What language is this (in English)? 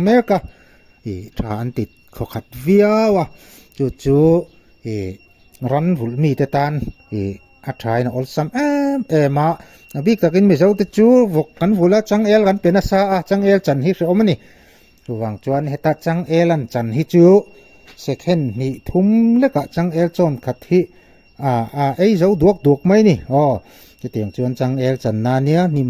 Mizo